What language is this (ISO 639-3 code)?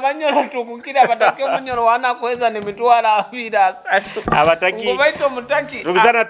nyo